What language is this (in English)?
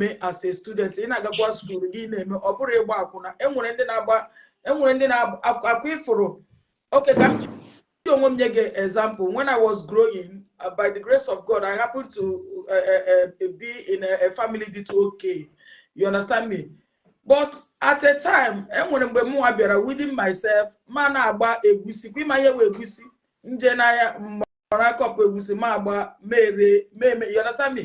Igbo